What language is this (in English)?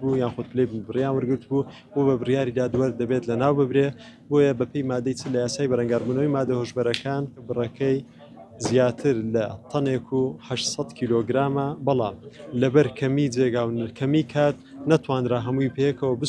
Central Kurdish